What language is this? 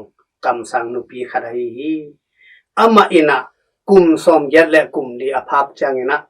Tedim Chin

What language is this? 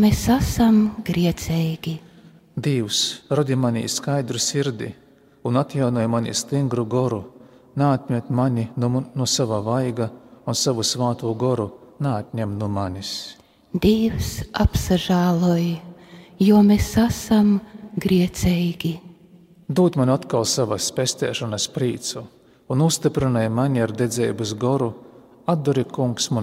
Latvian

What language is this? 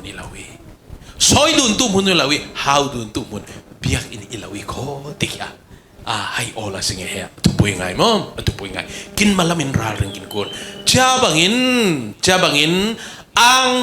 Falam Chin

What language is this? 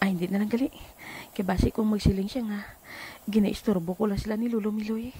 Hiligaynon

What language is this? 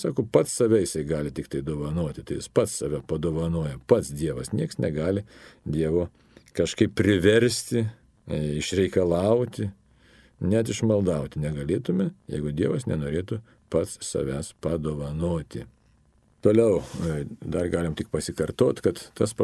Lithuanian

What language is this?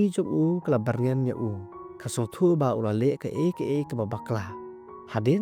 Khasi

